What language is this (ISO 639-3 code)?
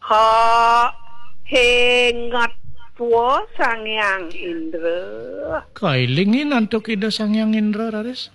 ban